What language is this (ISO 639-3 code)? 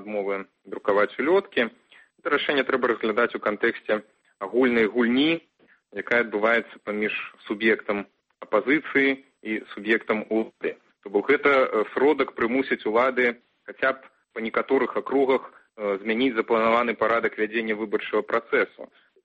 bel